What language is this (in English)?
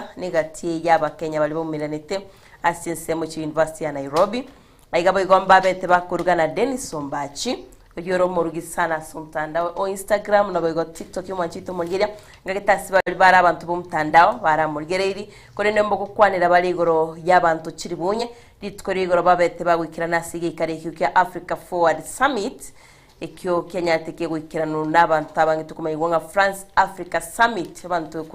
Gusii